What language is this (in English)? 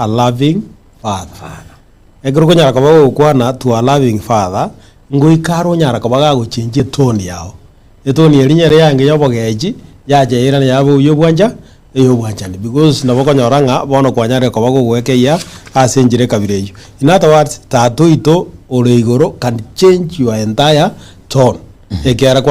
Gusii